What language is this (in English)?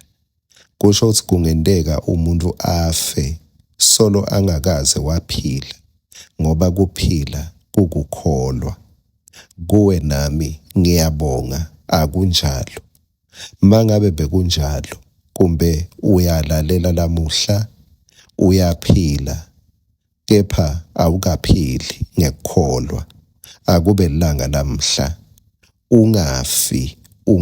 Swati